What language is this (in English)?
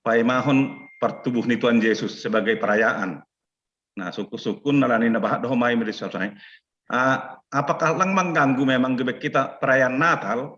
Batak Simalungun